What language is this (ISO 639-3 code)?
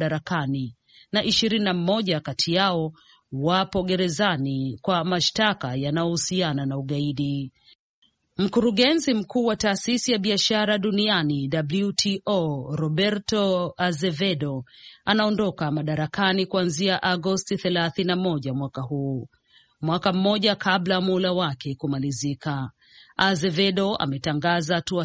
swa